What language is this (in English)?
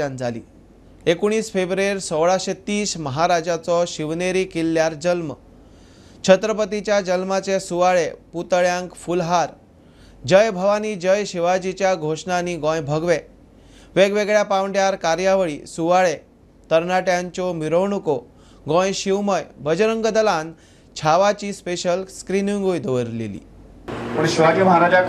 Konkani